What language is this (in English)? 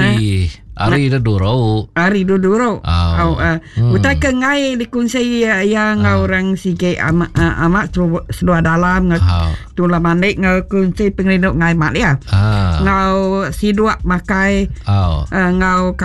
Iban